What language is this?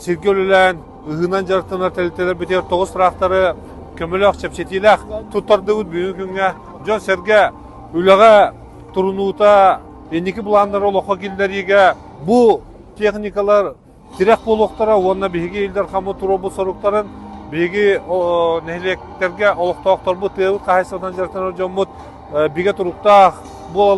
Yakut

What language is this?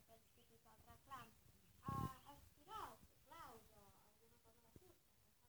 Catalan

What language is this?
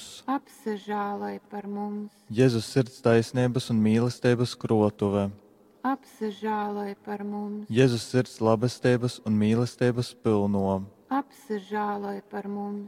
Latgalian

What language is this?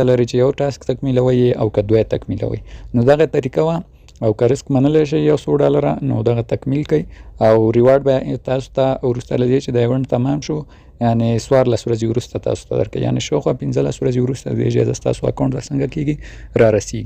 Pashto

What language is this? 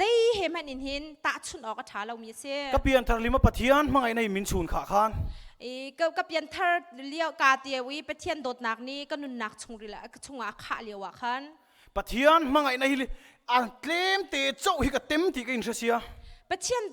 Hakha Chin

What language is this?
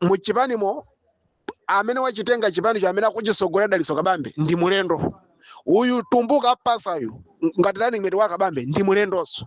Nyanja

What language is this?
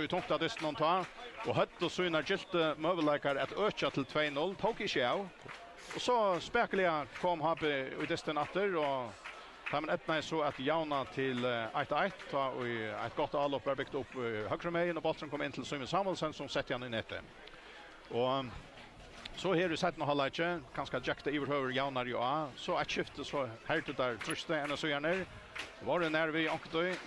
Faroese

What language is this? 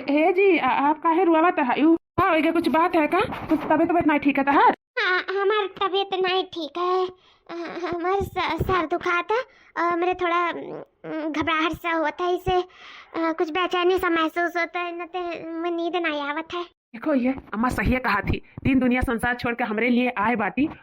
Awadhi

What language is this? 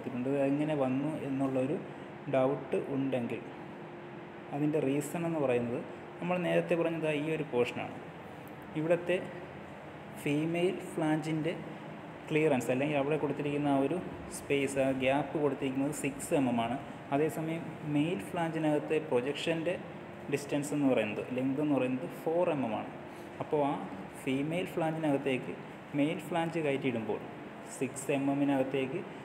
Malayalam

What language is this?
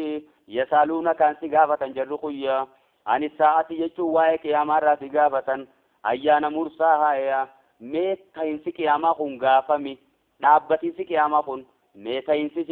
Oromo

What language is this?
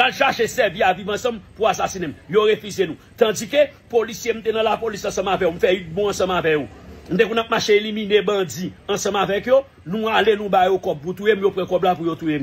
Haitian Creole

